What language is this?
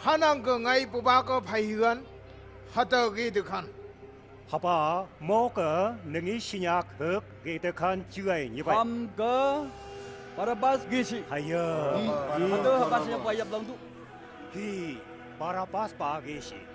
Phom Naga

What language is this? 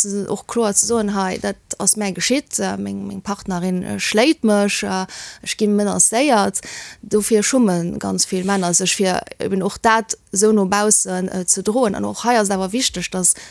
Luxembourgish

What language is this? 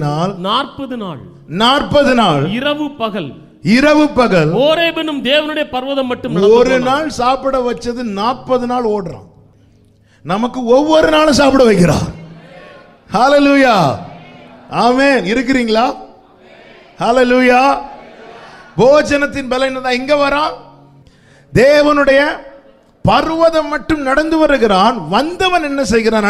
Tamil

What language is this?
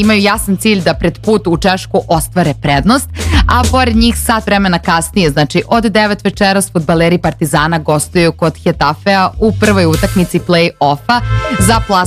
Serbian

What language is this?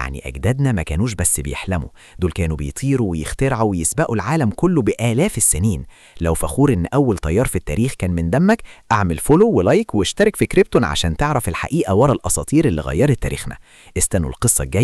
Egyptian Arabic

